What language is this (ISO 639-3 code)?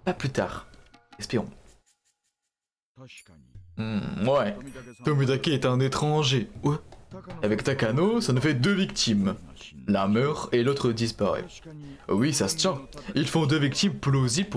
fra